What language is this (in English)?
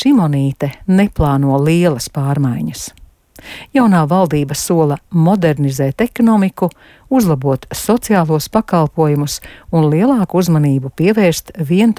Latvian